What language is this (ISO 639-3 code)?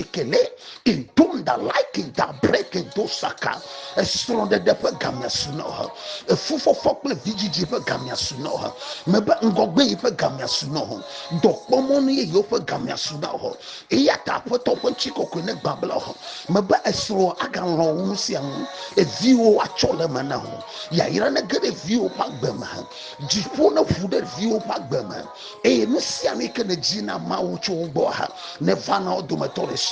ewe